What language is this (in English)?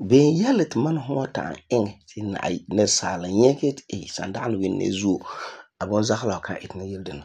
Frafra